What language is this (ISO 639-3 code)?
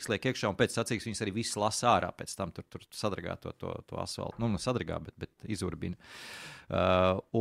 lav